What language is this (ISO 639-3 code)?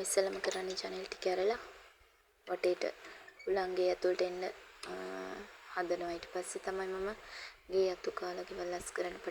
sin